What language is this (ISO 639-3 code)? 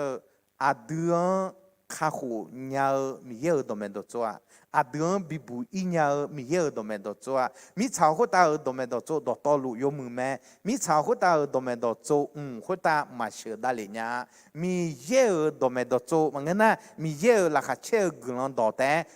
ahk